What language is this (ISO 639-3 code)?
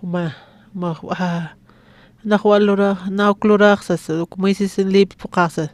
aym